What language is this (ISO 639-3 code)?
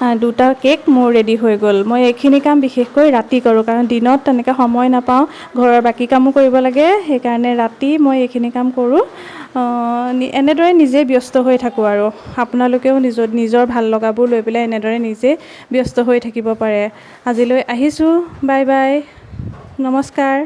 asm